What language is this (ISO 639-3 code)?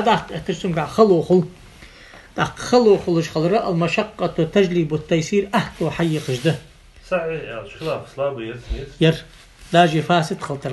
inh